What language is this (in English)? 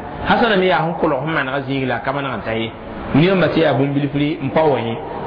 Mossi